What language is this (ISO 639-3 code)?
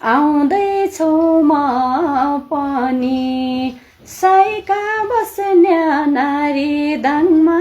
nep